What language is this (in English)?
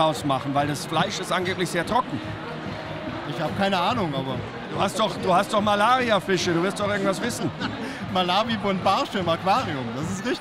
German